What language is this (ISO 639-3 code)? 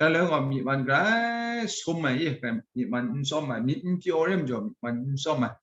kac